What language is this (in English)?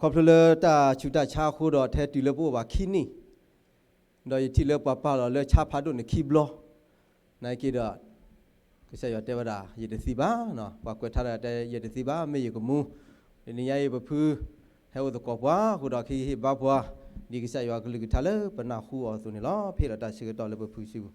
S'gaw Karen